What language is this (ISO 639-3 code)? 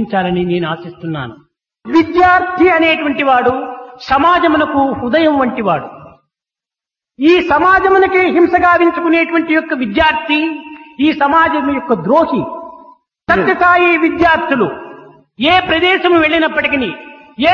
tel